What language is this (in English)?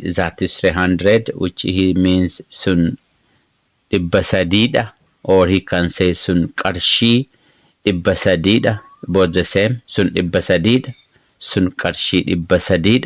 English